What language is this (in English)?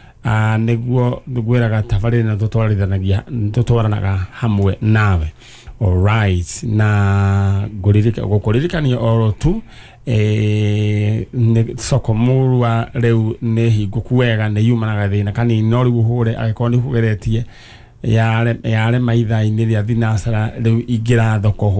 Kikuyu